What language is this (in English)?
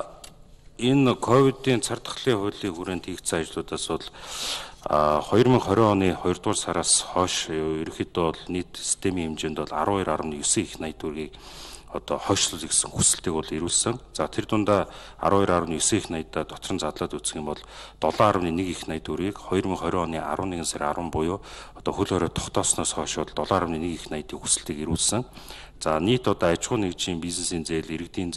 Mongolian